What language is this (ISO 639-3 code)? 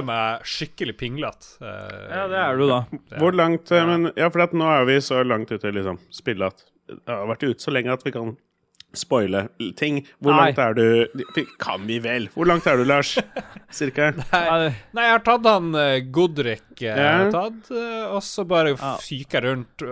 nor